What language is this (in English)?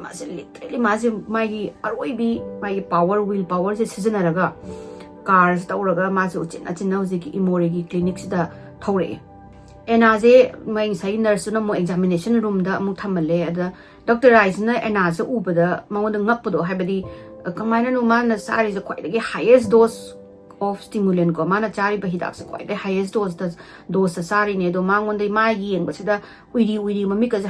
Manipuri